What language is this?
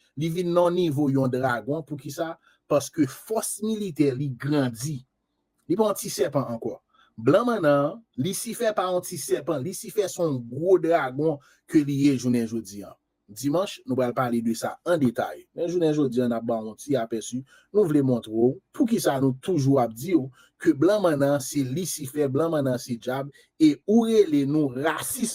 Haitian Creole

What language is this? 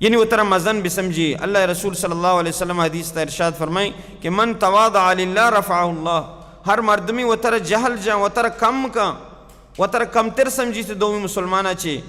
Baluchi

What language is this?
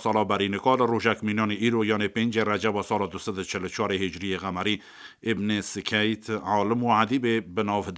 Kurdish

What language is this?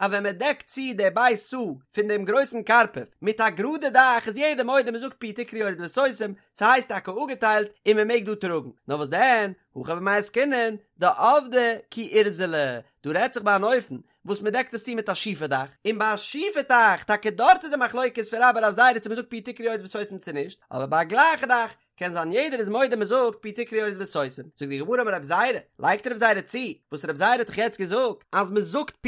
Yiddish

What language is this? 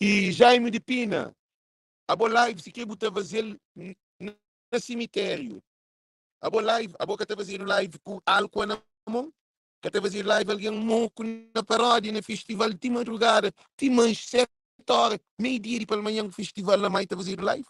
Kabuverdianu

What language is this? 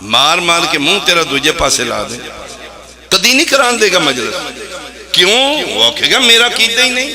Pahari-Potwari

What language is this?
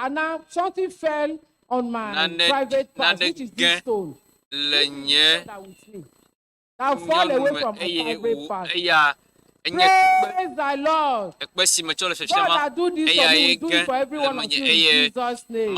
Ewe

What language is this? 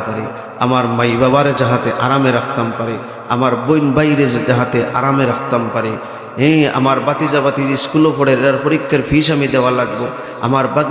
Sylheti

